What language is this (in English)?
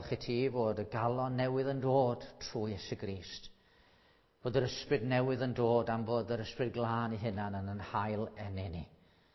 Welsh